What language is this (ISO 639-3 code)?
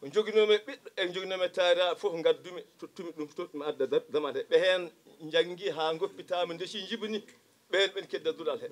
ful